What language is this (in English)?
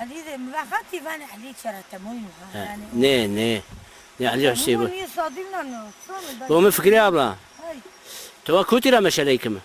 Zaza